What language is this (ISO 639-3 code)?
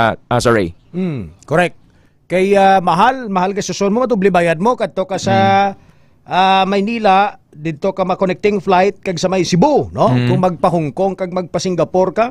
hil